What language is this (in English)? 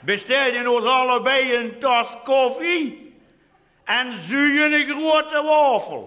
Limburgish